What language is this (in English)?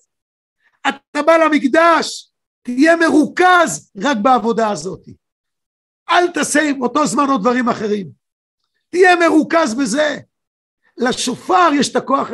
Hebrew